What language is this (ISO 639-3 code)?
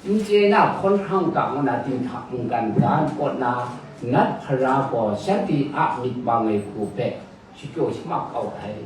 kac